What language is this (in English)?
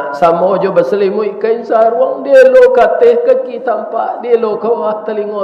Minangkabau